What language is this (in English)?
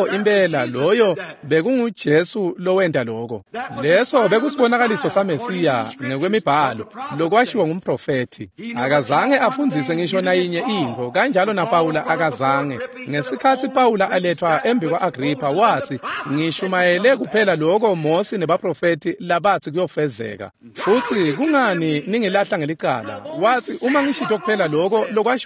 Swati